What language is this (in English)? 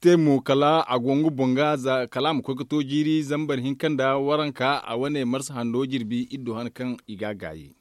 Zarma